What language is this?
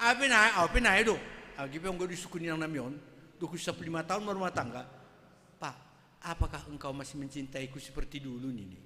Batak Simalungun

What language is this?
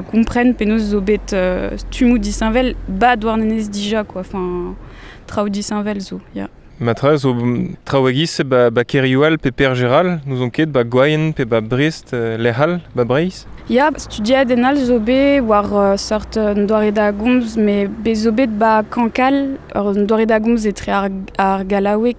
Breton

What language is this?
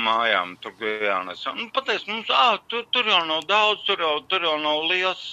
Latvian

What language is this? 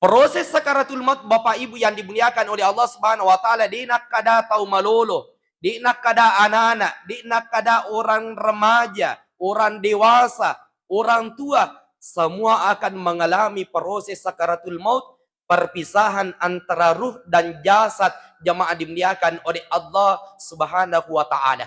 Buginese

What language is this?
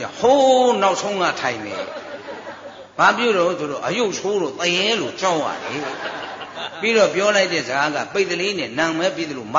Burmese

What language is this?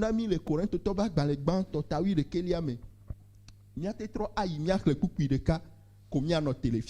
Ewe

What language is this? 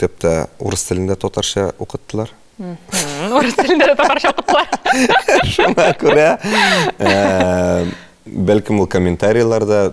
Tatar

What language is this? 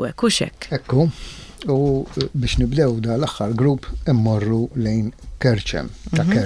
Maltese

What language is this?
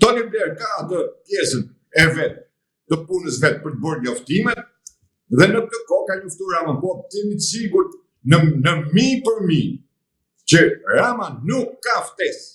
Albanian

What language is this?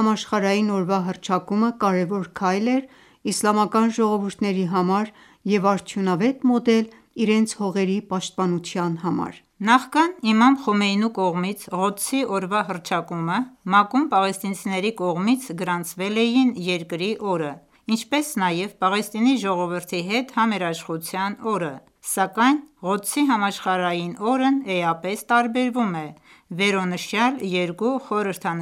Armenian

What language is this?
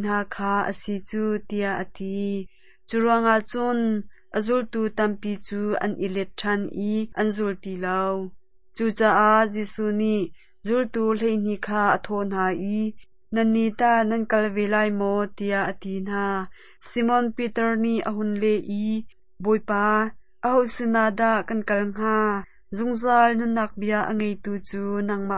Hakha Chin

